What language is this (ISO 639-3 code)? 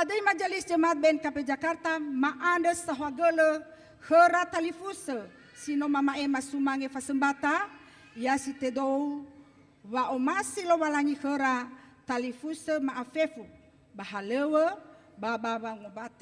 nia